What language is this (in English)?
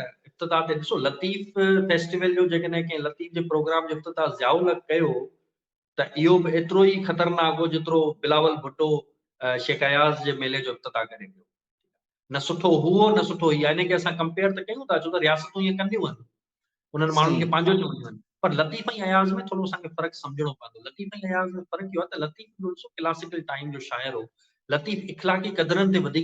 Sindhi